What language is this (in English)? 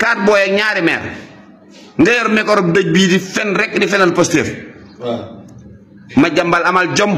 Wolof